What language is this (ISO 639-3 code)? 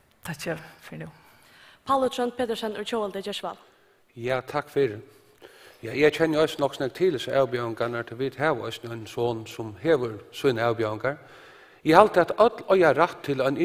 fao